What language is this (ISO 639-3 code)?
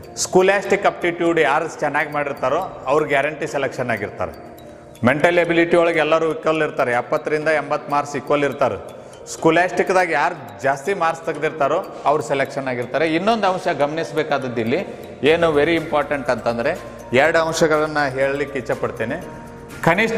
kan